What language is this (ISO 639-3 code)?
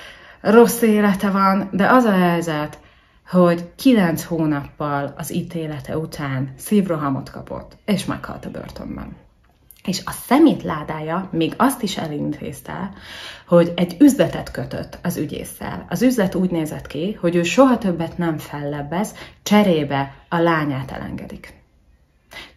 hun